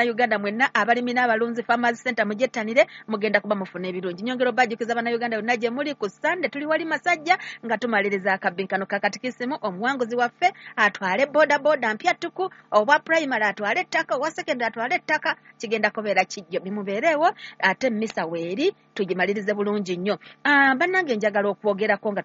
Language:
Ganda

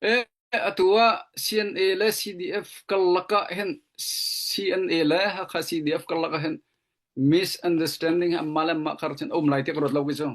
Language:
Hakha Chin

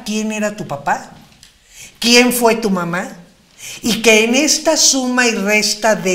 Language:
Spanish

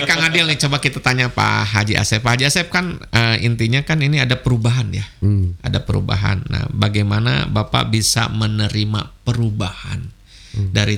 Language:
Indonesian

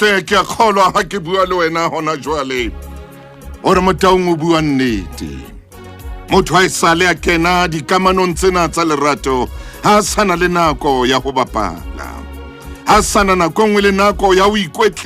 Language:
Southern Sotho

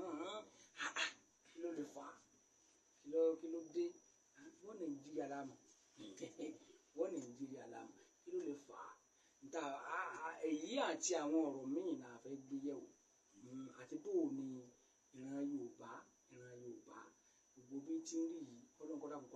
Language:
Yoruba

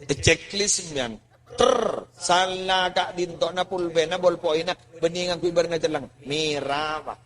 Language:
Madurese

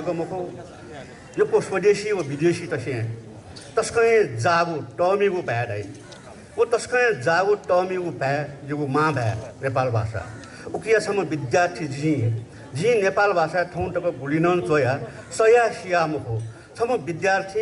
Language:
Newari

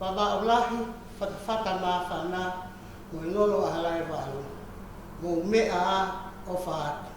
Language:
Tongan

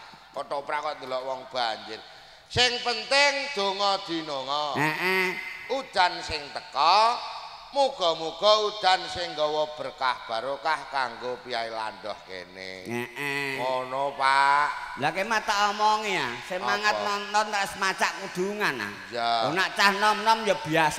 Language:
Javanese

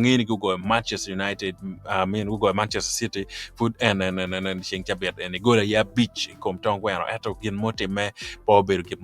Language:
Acoli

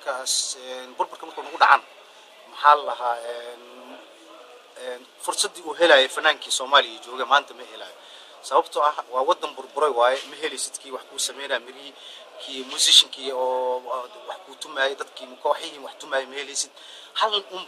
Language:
Somali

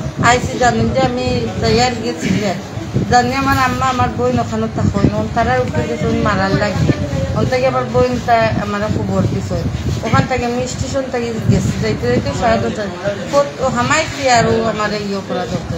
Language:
Sylheti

